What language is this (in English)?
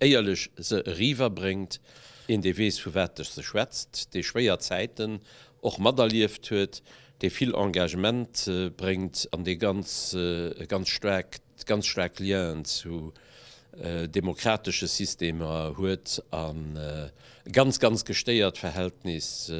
Luxembourgish